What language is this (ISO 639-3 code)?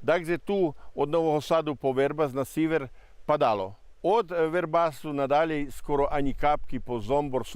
rue